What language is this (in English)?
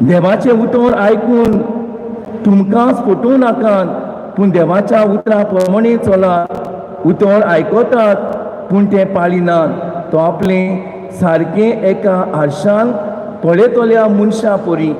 Konkani